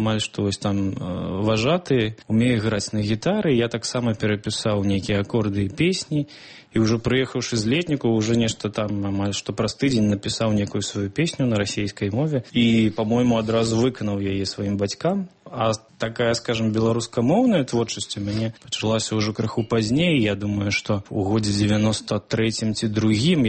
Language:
Belarusian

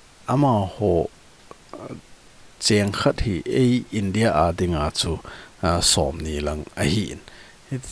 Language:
Thado Chin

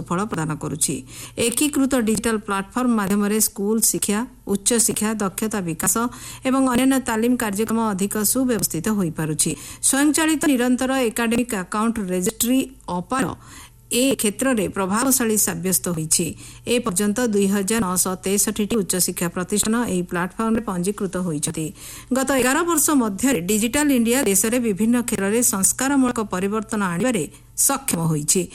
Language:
Odia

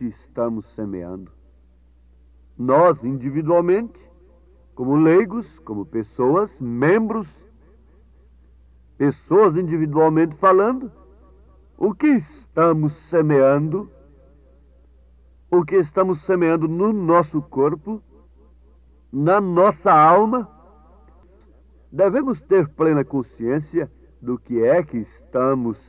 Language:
Portuguese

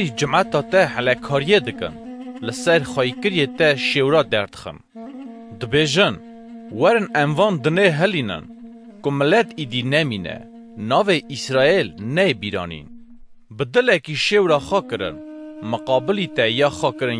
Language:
Kurdish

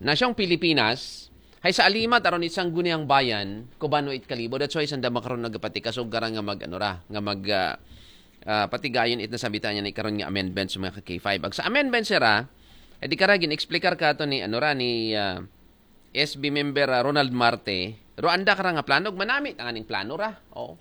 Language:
Aklanon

